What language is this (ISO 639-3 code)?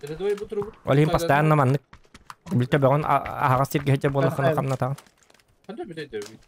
sah